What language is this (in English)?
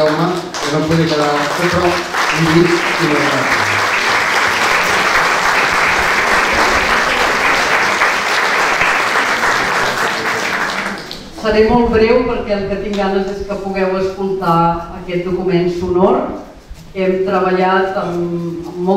Catalan